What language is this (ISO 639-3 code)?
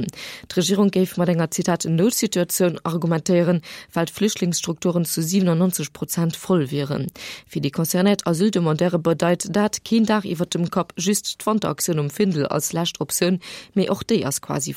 ltz